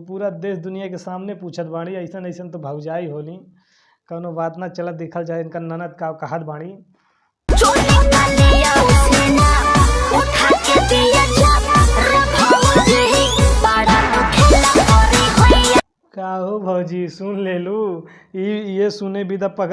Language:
Bhojpuri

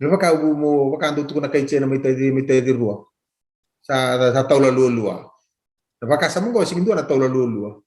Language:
Fijian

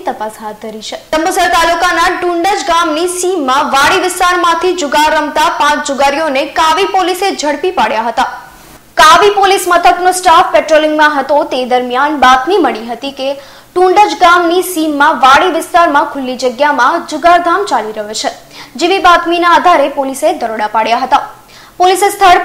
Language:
Gujarati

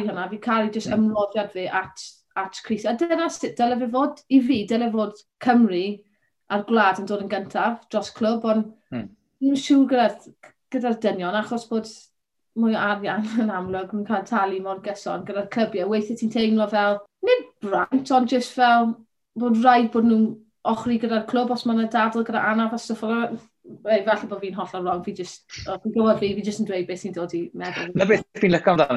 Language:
Welsh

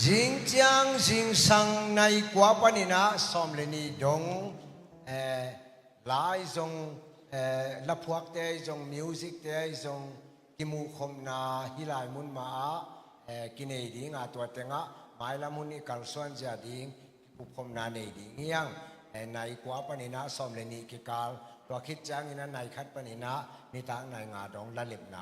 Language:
Tedim Chin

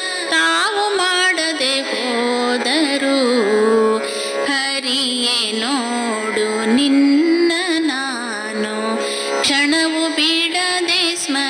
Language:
Kannada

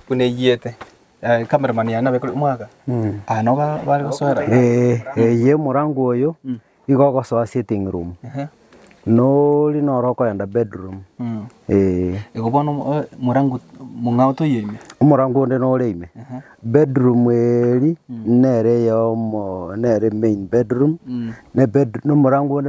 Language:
Gusii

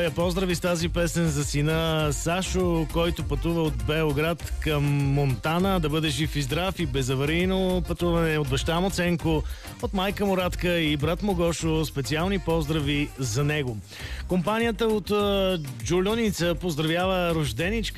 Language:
Bulgarian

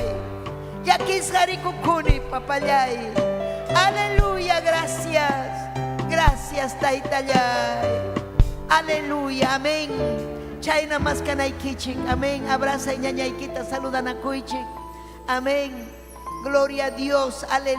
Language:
Ayacucho Quechua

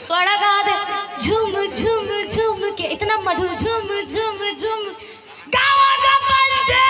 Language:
Chhattisgarhi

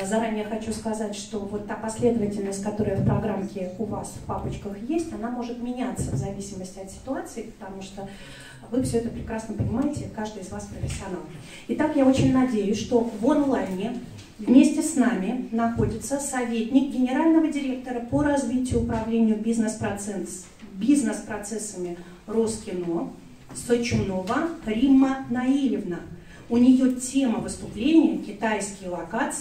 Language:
Russian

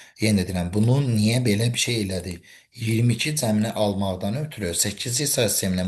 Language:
Azerbaijani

